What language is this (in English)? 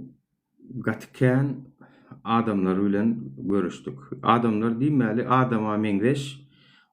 Turkmen